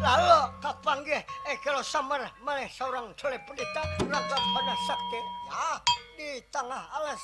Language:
Banjar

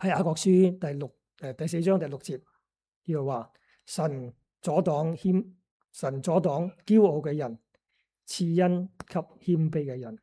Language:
Cantonese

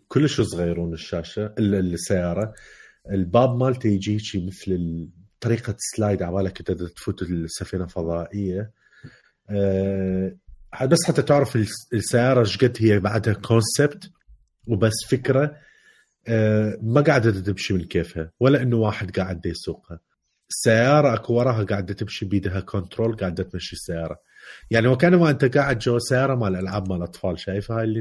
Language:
Mesopotamian Arabic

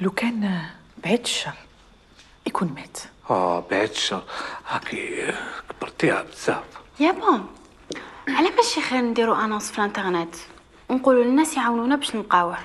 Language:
Algerian Arabic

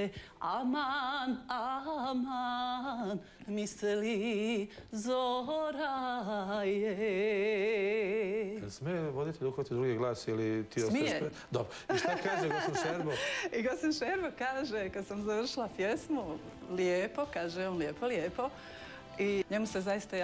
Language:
Bosnian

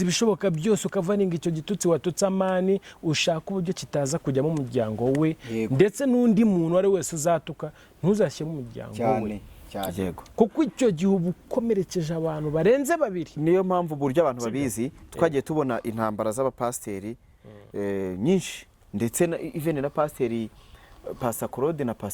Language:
Kinyarwanda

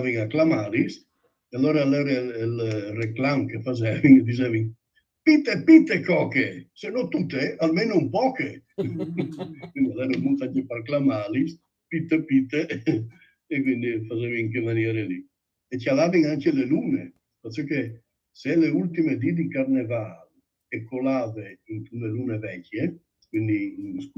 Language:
Friulian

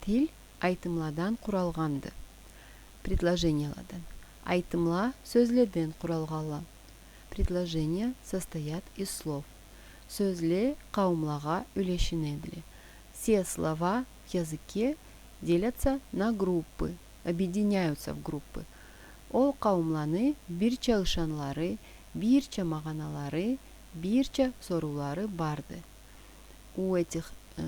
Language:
Karachay-Balkar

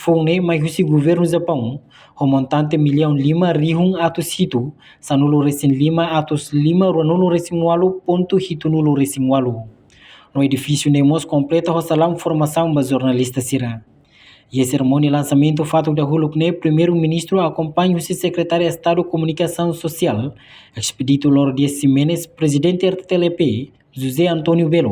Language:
Tetum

